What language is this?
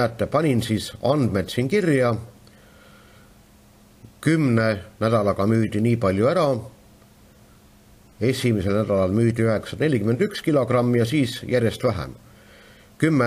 Estonian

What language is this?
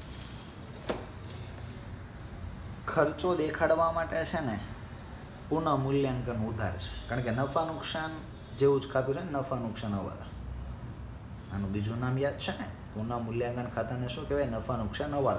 Gujarati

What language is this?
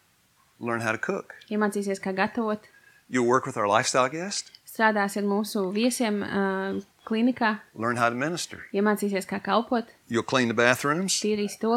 Latvian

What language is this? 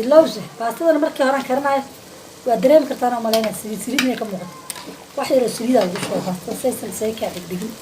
Somali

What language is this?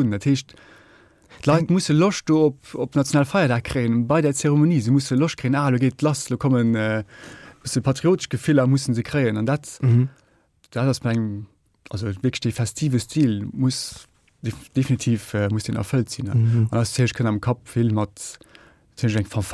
Luxembourgish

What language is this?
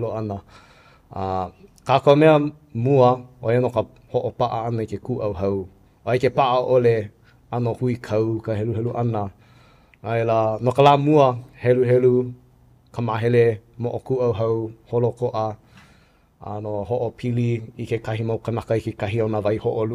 Hawaiian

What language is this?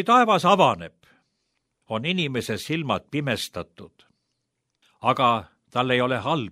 Estonian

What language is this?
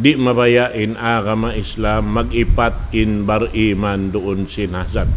Tausug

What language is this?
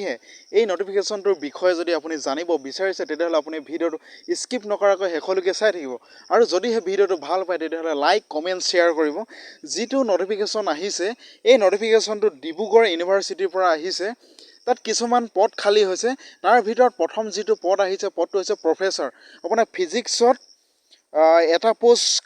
Assamese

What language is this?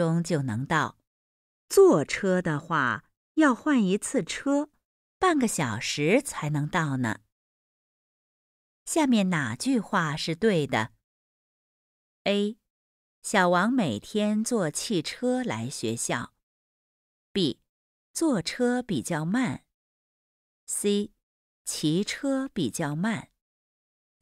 Chinese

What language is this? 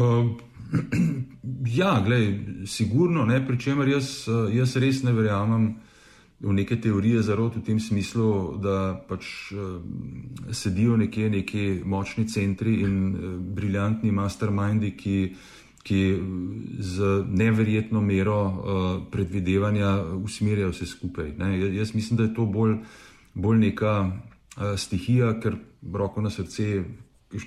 Slovenian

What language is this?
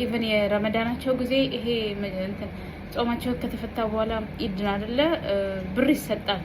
Amharic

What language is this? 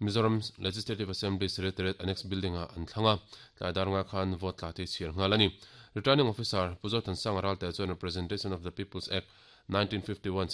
Mizo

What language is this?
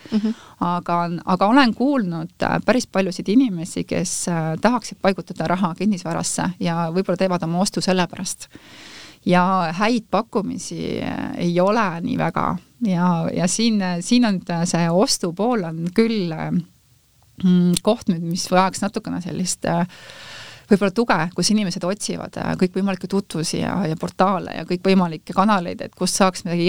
Estonian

